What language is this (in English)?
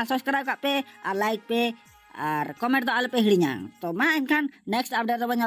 Santali